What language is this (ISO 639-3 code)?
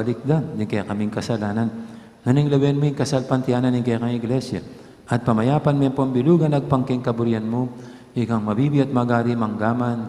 pam